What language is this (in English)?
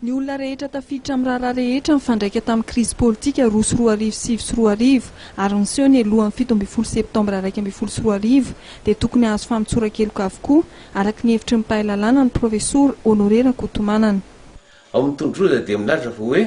Malagasy